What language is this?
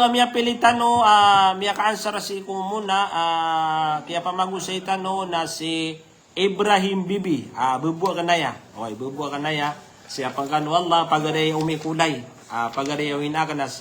Maranao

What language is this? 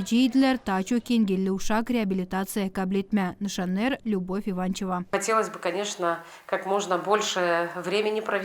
Gagauz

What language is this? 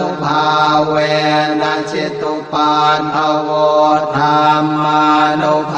Pali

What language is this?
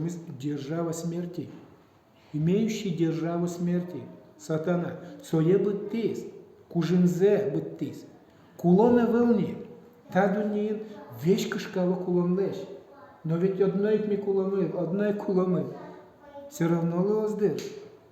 Udmurt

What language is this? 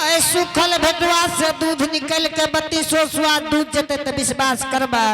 Angika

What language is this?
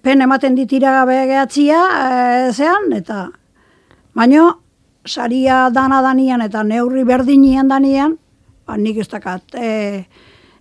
Basque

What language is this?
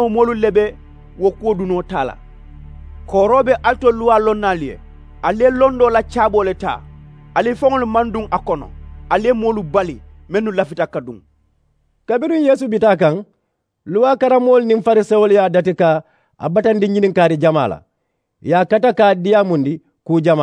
Mandingo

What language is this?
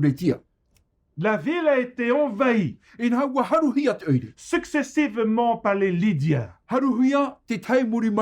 Tahitian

